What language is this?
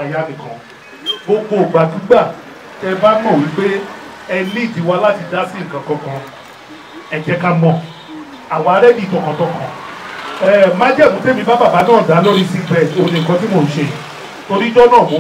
Yoruba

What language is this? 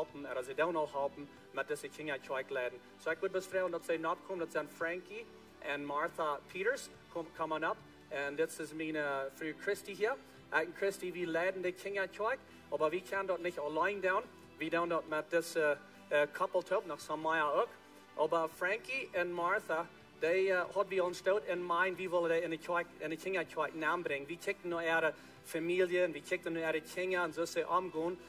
Plautdietsch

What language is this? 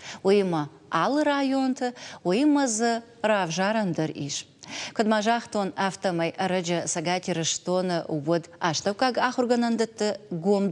Ossetic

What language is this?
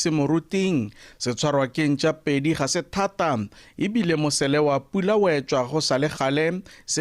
Tswana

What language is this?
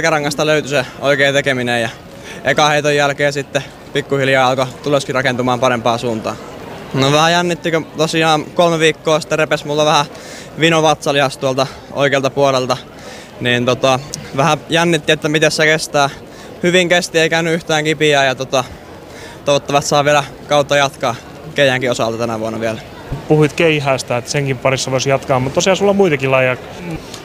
Finnish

